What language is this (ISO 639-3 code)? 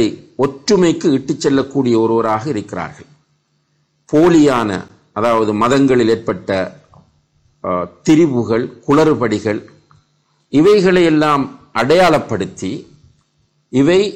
tam